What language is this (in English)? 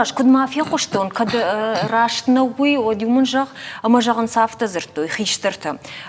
Ossetic